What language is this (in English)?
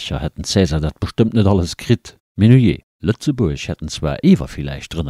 Luxembourgish